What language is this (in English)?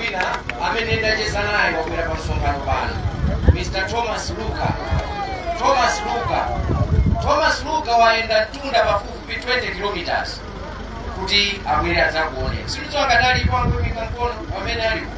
Nyanja